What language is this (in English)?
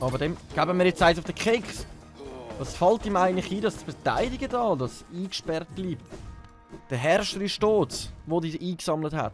Swiss German